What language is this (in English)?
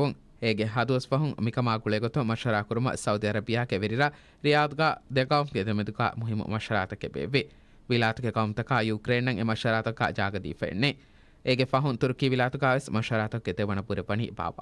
Divehi